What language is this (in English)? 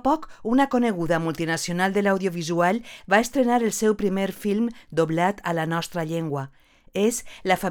Catalan